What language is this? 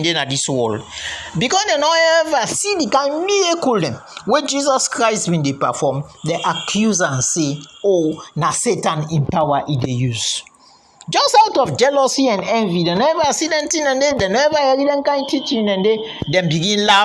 Krio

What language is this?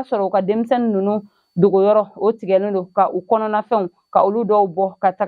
Bambara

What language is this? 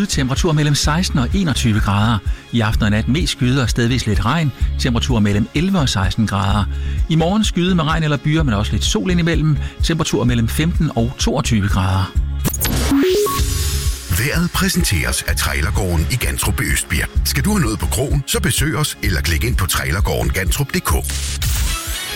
Danish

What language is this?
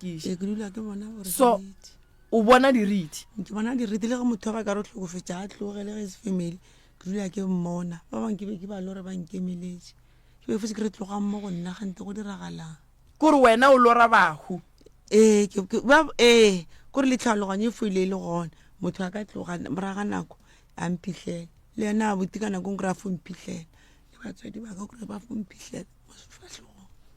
Northern Sotho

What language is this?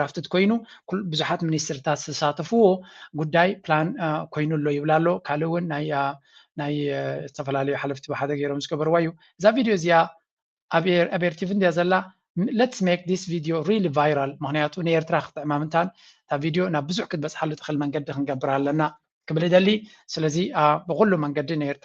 Tigrinya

